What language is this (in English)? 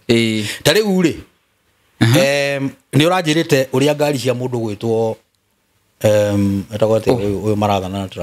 Kikuyu